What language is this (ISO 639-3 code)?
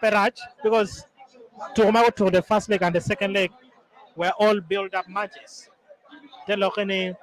ach